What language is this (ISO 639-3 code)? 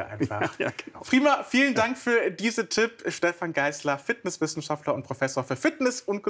deu